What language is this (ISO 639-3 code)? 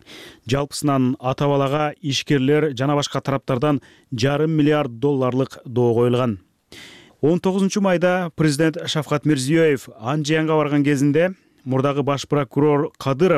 kir